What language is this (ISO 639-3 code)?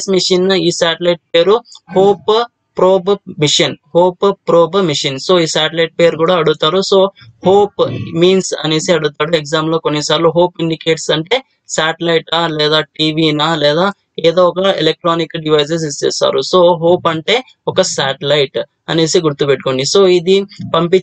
tel